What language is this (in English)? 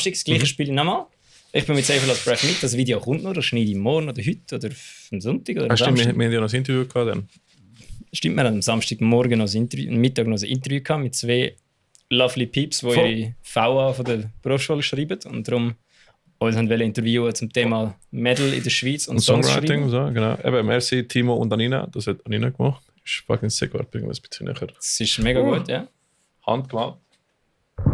Swiss German